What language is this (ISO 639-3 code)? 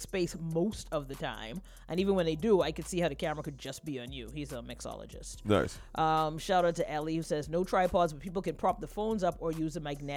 eng